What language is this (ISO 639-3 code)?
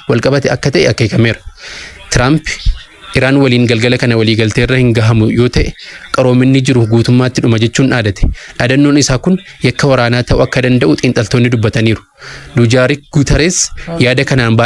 orm